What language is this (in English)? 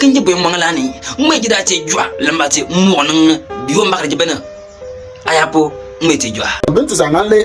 Bimoba